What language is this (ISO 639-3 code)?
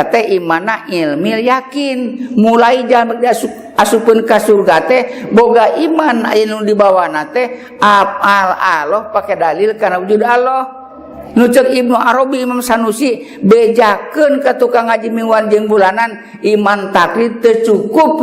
sun